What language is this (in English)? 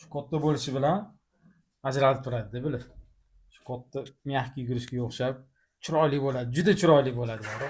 Uzbek